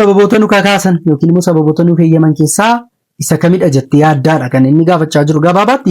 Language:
Oromo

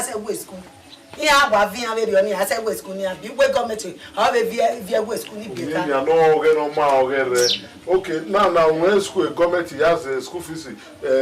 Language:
Bini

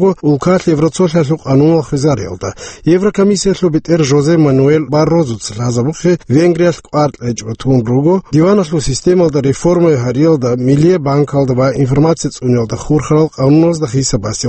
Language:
Avaric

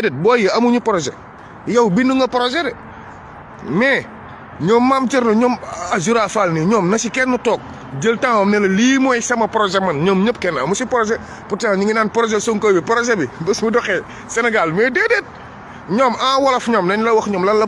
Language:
Wolof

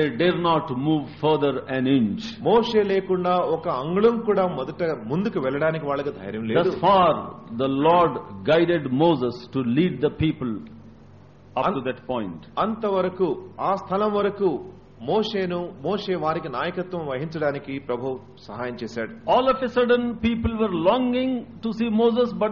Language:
Telugu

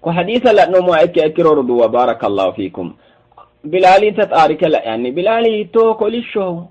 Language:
Sidamo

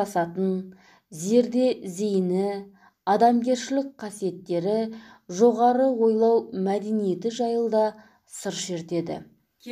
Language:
Kazakh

